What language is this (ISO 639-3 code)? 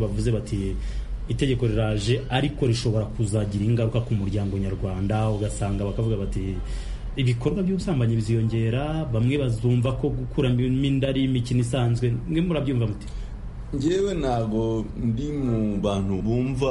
kin